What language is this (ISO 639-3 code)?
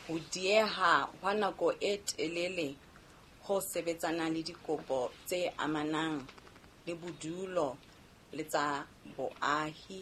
sot